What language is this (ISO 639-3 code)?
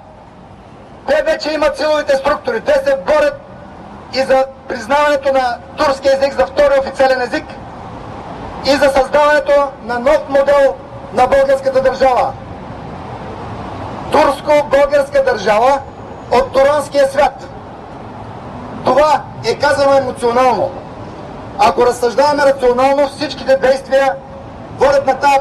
bul